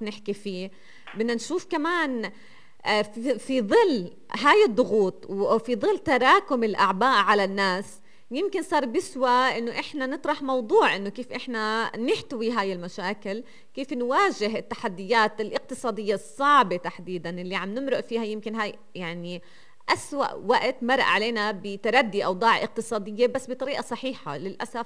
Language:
North Levantine Arabic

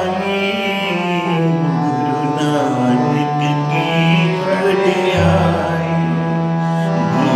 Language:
Punjabi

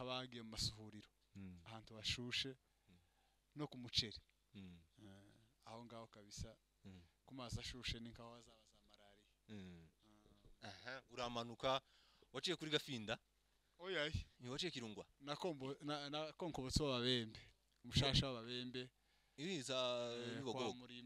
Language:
Kinyarwanda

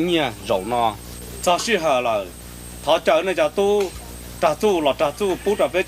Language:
Hmong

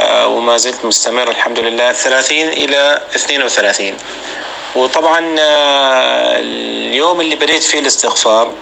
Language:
North Levantine Arabic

